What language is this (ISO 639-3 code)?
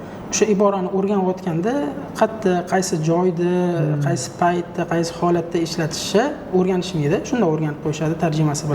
uzb